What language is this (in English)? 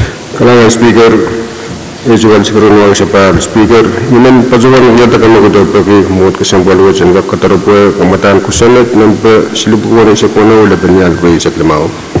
Pohnpeian